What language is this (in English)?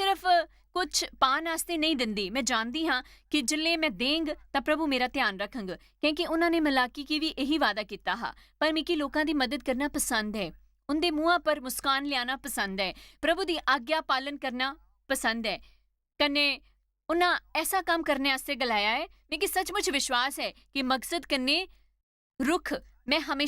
Dogri